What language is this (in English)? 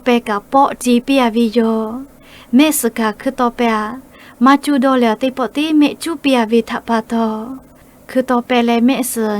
Lahu